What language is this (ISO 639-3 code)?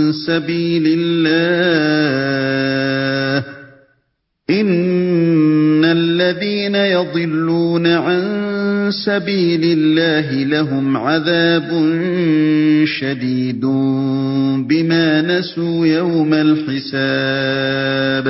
urd